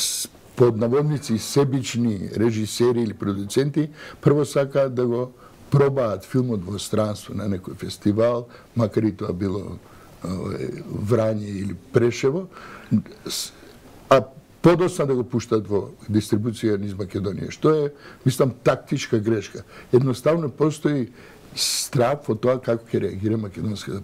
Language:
Macedonian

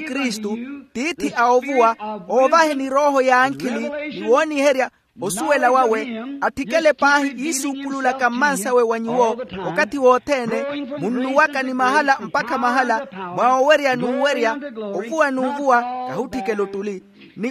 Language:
Makhuwa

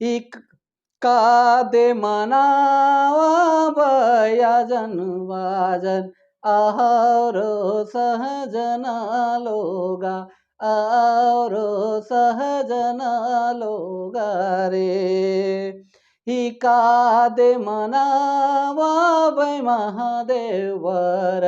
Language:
Sadri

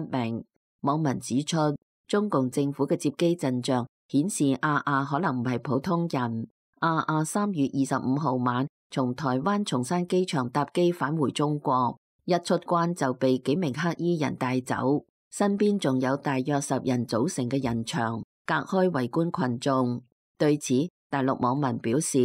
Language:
Cantonese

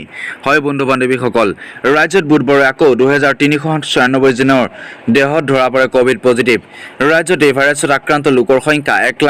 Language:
Assamese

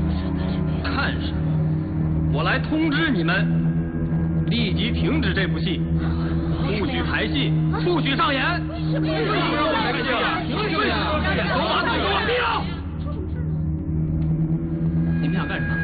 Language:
Chinese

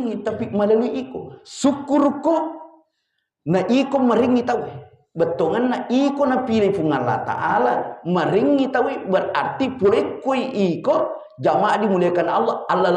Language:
Buginese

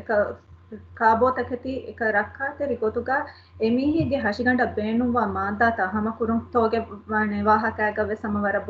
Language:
Divehi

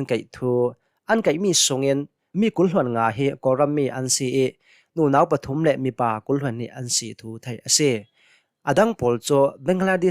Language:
Hakha Chin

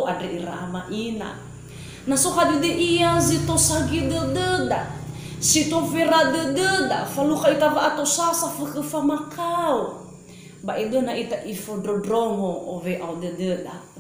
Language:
Nias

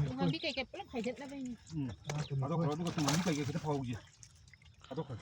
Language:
Manipuri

